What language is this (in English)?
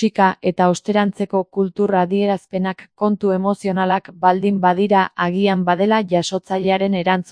Basque